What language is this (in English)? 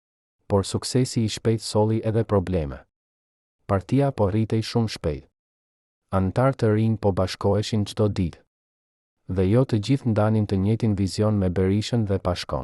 Albanian